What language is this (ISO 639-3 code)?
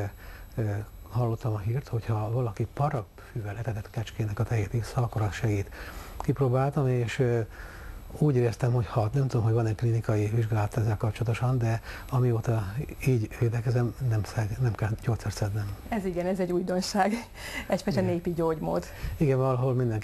hun